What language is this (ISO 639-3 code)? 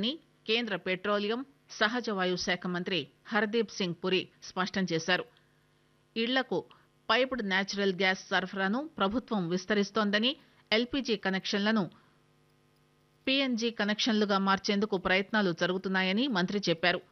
tel